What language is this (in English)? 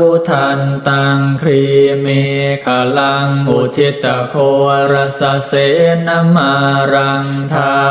Pali